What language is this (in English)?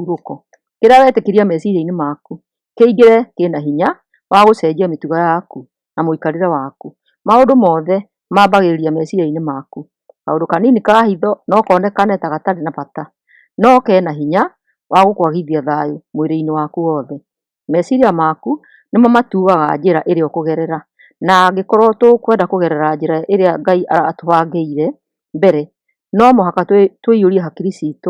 Kikuyu